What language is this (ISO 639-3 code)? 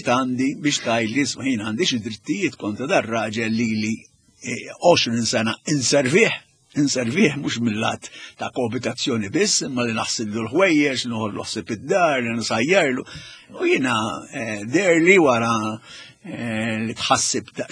mlt